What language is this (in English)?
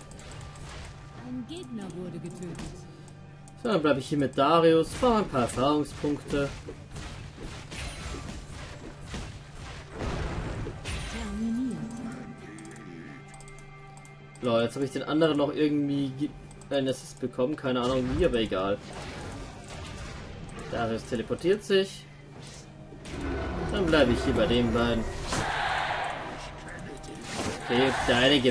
German